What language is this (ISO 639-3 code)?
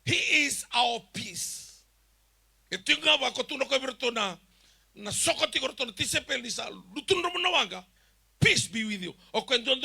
fij